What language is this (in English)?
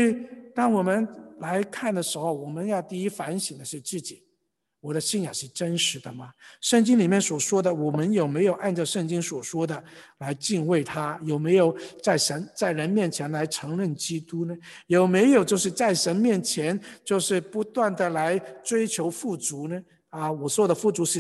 Chinese